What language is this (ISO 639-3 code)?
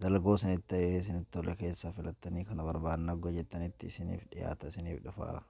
orm